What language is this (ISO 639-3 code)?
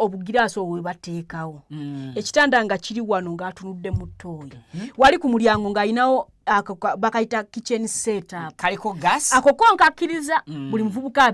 lug